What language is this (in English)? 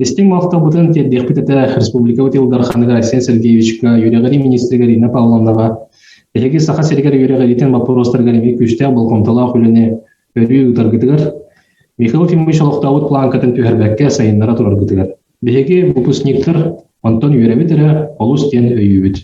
Yakut